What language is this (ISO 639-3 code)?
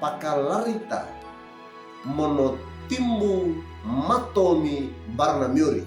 wew